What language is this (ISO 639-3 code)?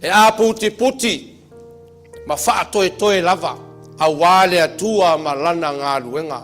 smo